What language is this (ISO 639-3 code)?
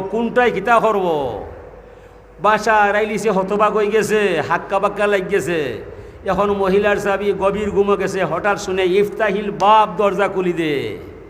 syl